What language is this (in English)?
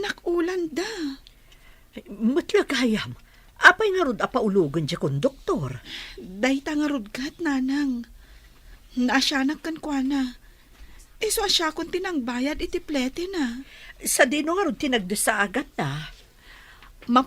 Iloko